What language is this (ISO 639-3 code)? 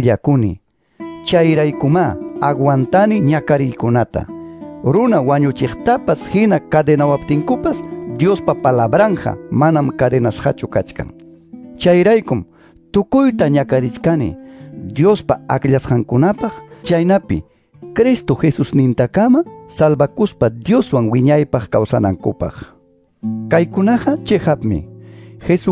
que